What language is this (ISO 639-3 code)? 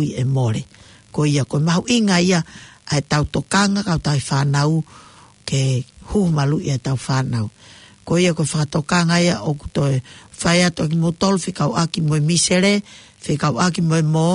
ton